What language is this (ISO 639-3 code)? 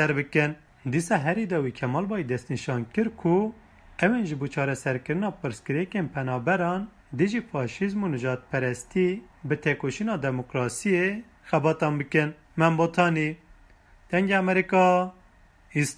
kur